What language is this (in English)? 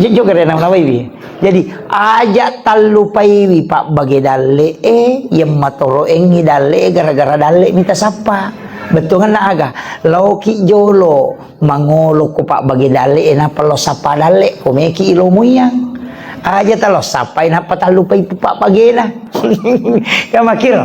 Buginese